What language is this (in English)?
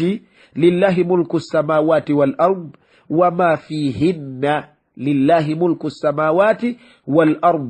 Ganda